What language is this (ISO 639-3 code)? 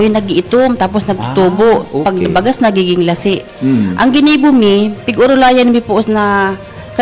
bik